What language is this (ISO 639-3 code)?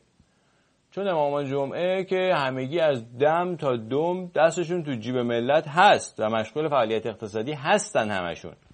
fas